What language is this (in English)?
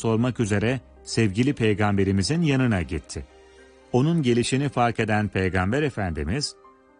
Turkish